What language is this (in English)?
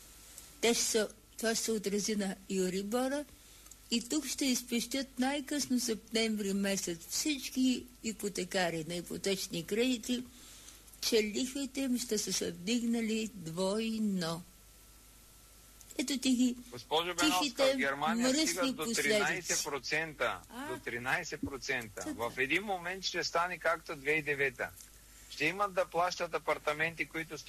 Bulgarian